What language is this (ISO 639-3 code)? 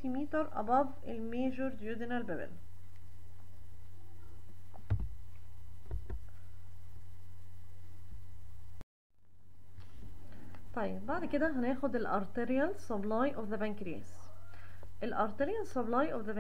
arz